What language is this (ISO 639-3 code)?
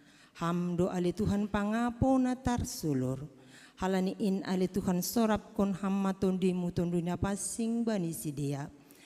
bts